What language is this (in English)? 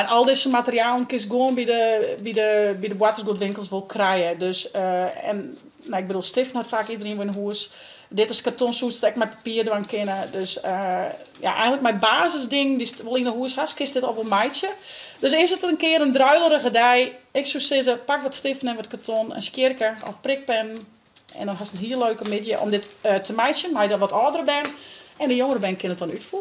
Western Frisian